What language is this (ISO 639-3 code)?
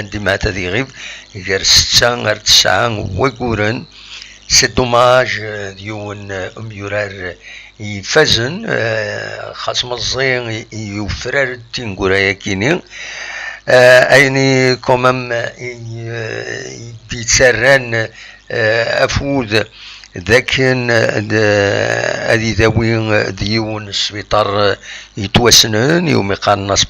kab